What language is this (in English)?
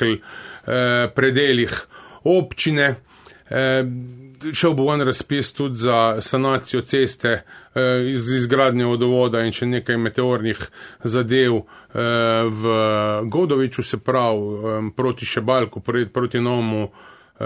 Slovenian